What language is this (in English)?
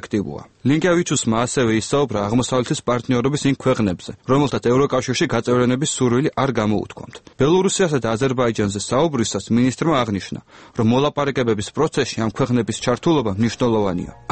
Georgian